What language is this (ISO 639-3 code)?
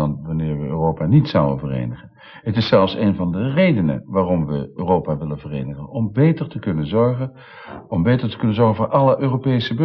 nld